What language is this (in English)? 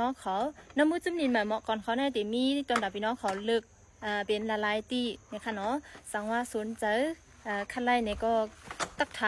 Shan